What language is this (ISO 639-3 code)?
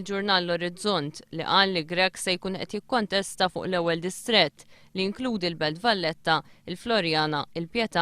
mlt